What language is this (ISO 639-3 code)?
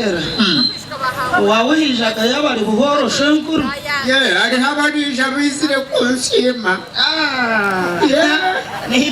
nyn